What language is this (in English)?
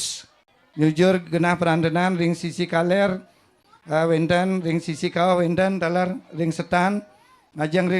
Balinese